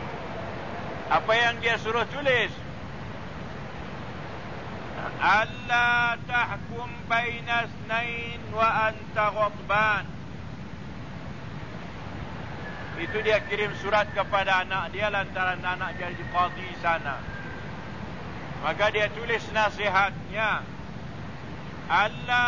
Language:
Malay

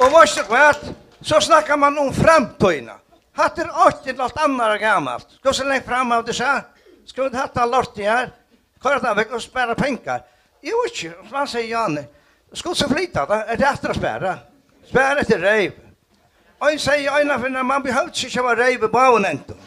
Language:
Faroese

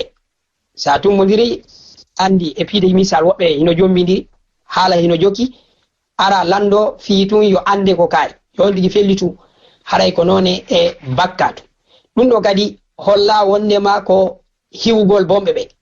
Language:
Fula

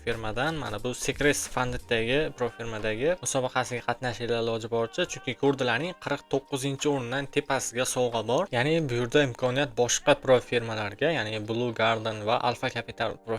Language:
Uzbek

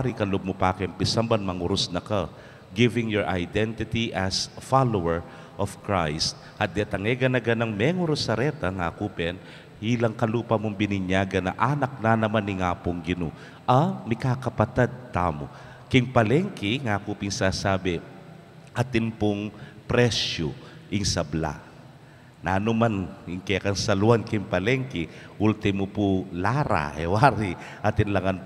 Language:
Pampanga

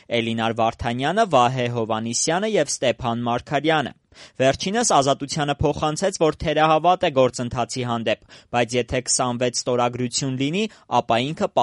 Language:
Armenian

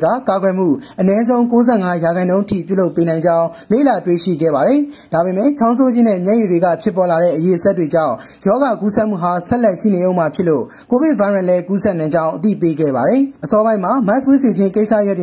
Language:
Burmese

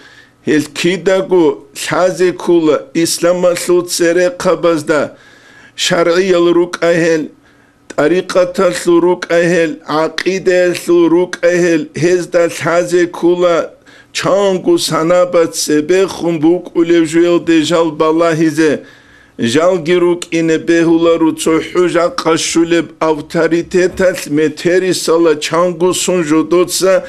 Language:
Avaric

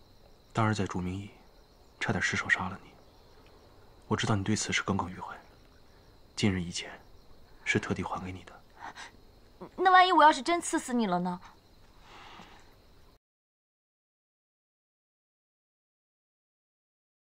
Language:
Chinese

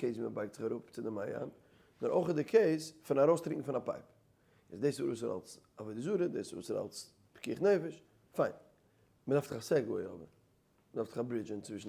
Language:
Yiddish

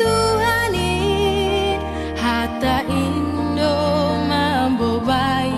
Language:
Batak Simalungun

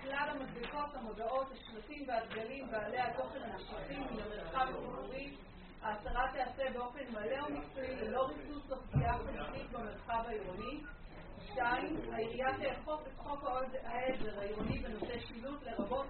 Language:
Hebrew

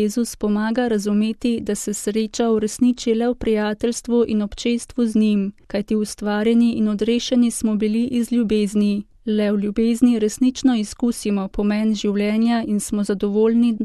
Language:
Slovenian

